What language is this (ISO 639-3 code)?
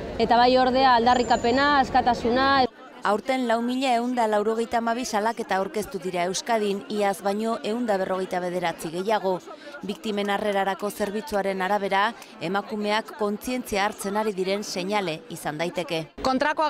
eus